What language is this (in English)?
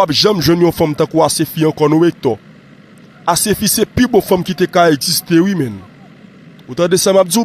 Haitian Creole